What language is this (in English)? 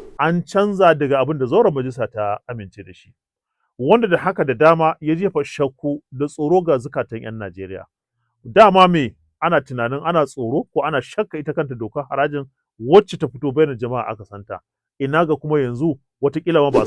Hausa